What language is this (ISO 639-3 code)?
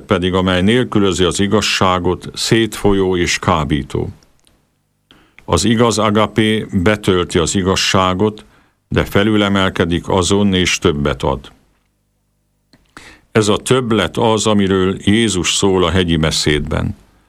hun